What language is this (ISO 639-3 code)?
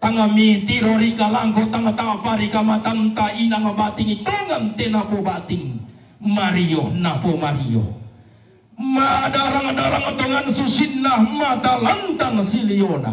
sda